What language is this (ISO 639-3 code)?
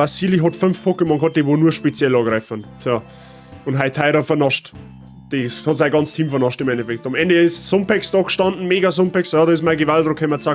bar